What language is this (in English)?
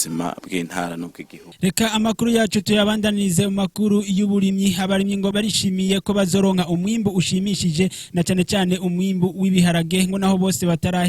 Rundi